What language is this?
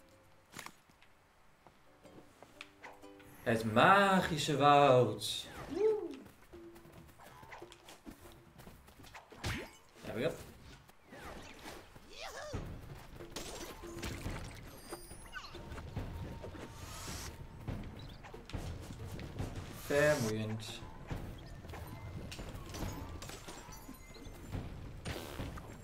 Dutch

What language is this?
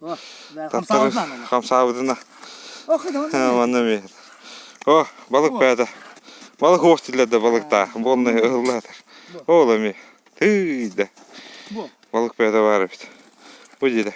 Yakut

